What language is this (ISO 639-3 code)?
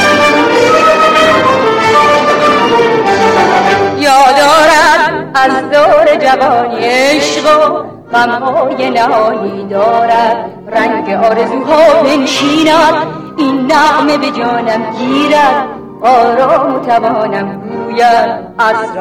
fas